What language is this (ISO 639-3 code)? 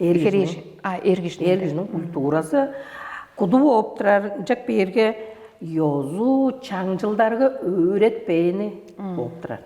tyv